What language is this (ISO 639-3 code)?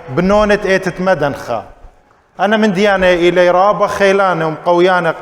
aii